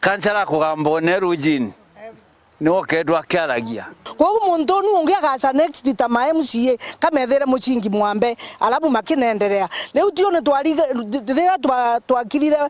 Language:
Meru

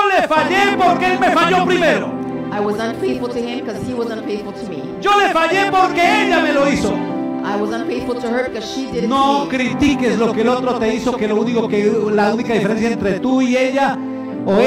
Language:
Spanish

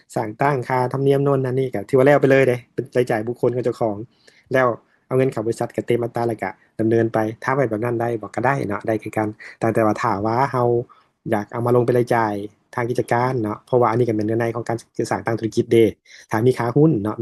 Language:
Lao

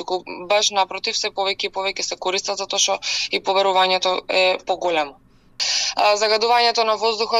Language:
Macedonian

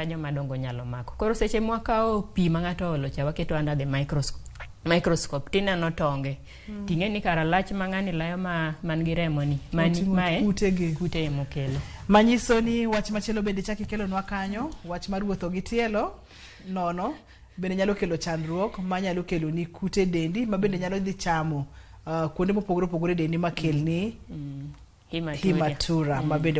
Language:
Luo (Kenya and Tanzania)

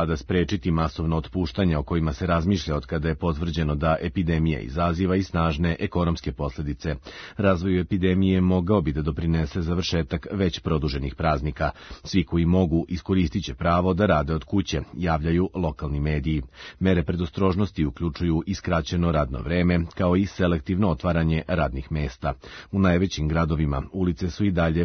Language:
Serbian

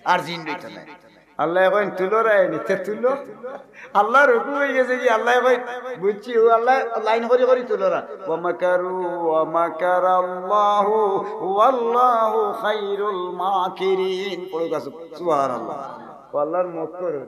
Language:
Sylheti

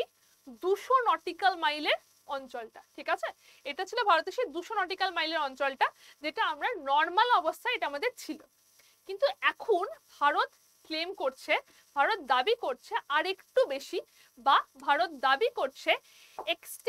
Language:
Bangla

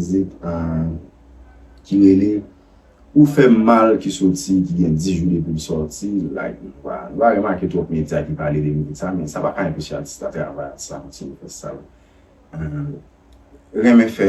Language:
Haitian Creole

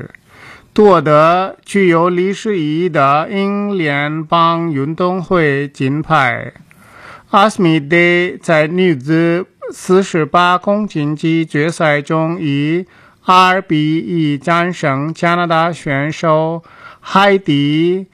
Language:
Chinese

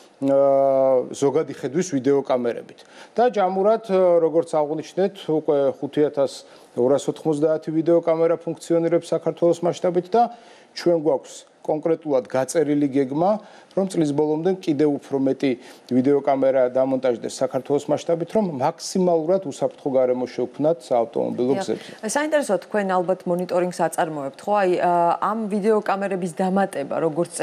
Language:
Georgian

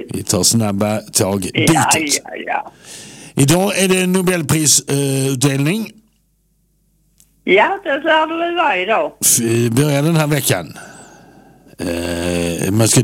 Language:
Swedish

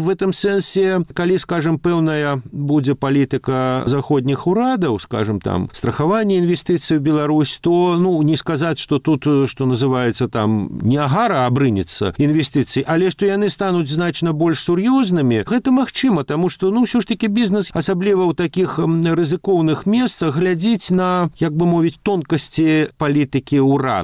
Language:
Belarusian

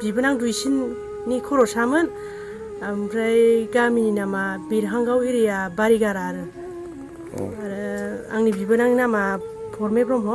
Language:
Bodo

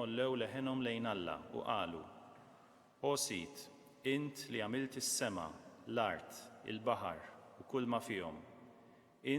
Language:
Maltese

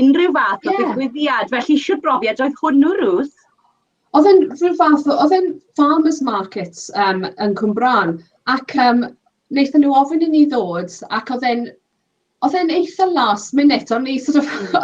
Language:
Welsh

